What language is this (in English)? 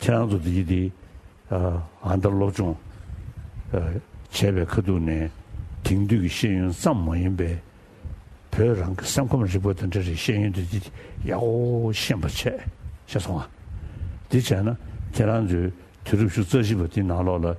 Tibetan